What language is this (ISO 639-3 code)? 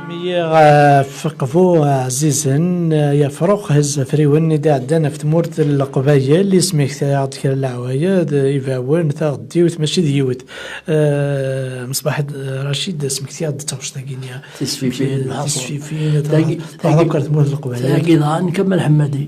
kab